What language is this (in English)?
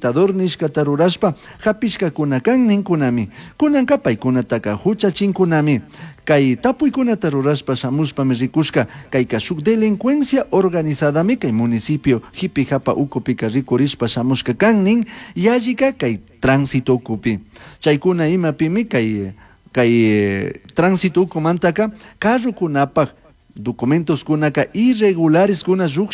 Chimborazo Highland Quichua